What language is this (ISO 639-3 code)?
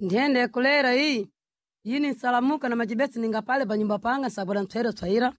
seh